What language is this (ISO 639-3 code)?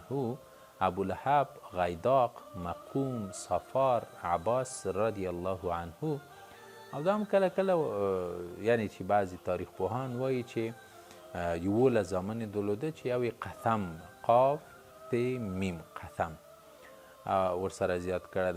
pus